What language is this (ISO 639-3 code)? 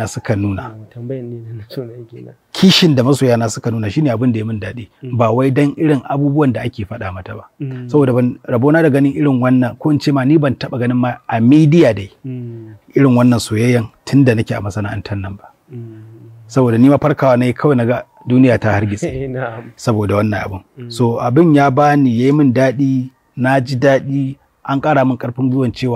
hau